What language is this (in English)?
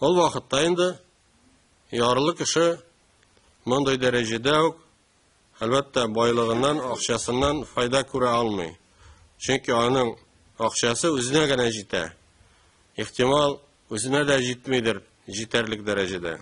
Tatar